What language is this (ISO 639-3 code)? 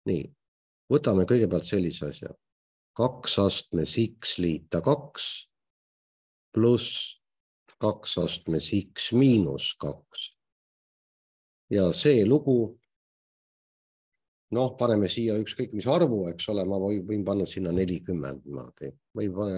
est